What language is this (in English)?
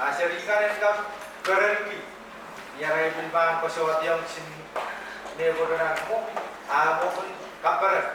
Pohnpeian